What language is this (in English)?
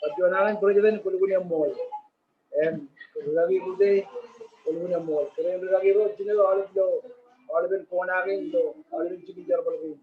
Marshallese